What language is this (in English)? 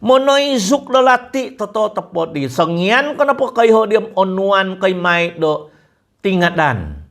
Central Dusun